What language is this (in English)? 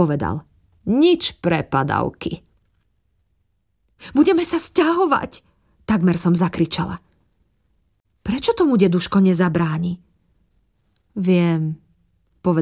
Slovak